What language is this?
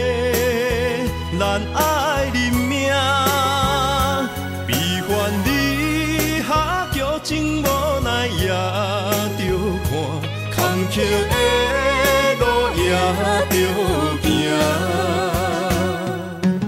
Min Nan Chinese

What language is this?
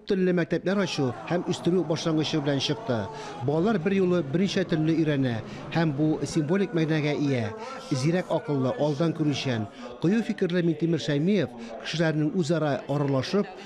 Tatar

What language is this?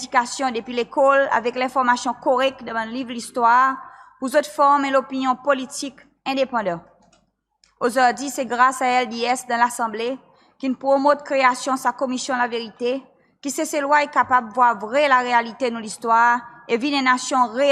Seselwa Creole French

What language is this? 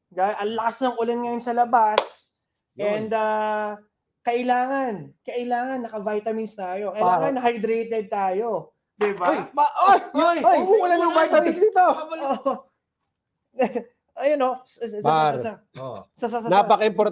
Filipino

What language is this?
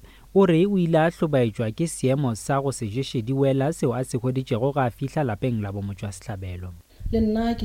Northern Sotho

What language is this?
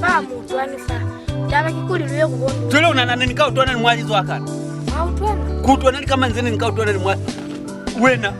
Lozi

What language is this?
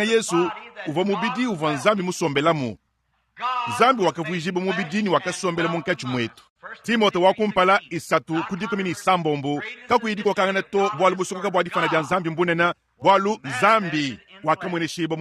Luba-Lulua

